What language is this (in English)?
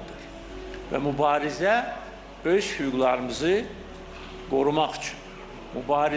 Azerbaijani